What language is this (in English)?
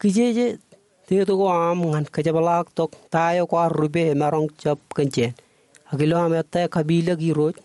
Marshallese